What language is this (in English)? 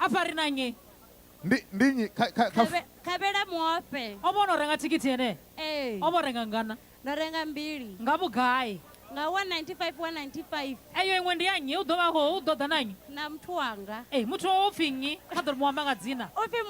Venda